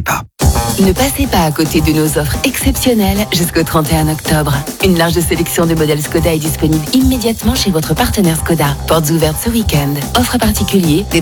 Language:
French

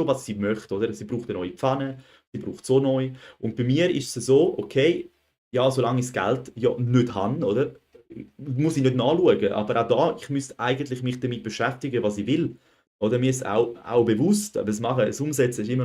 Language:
Swiss German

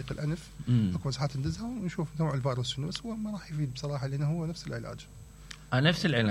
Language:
Mesopotamian Arabic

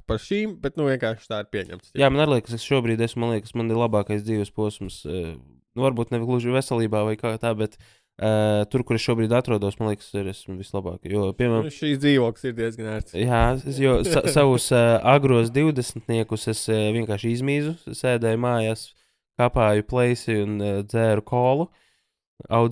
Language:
Latvian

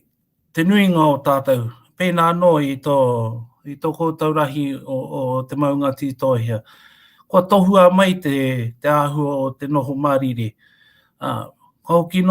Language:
Māori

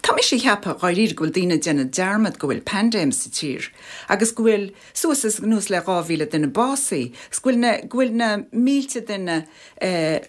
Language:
Irish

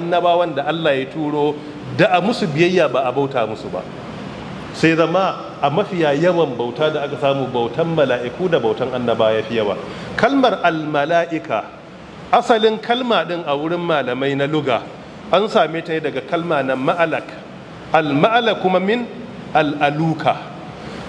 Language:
Hausa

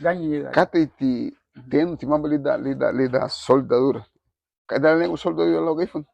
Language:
Garifuna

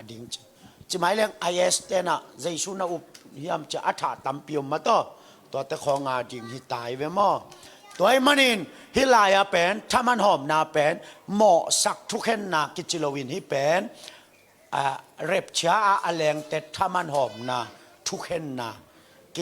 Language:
Tedim Chin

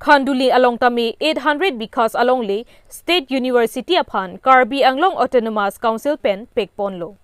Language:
Karbi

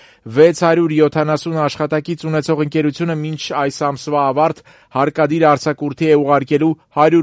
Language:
Armenian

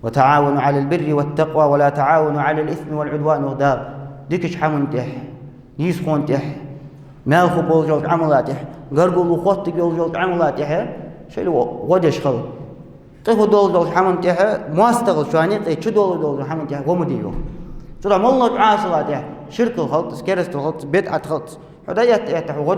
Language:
Ingush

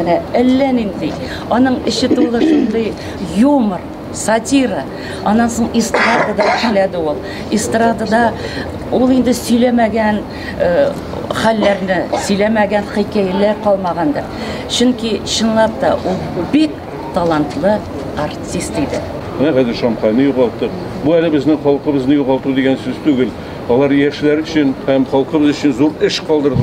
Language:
Tatar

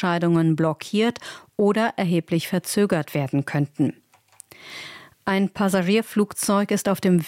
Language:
German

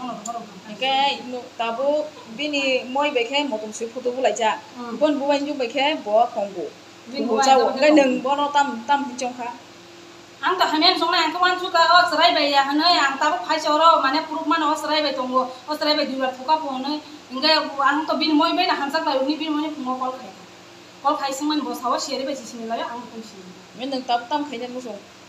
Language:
Kok Borok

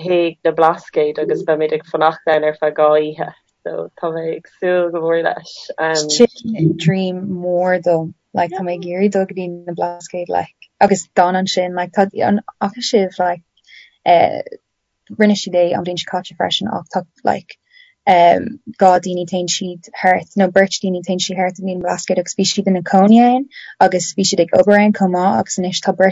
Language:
Irish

